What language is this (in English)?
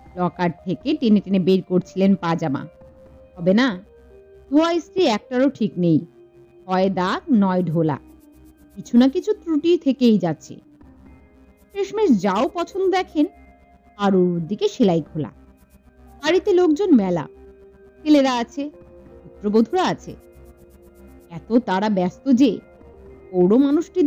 Bangla